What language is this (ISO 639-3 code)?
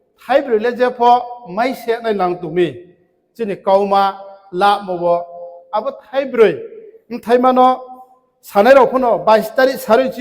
ria